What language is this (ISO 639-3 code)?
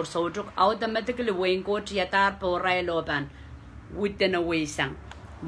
pon